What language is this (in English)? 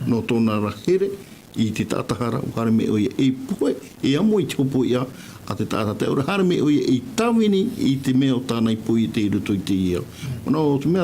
Tahitian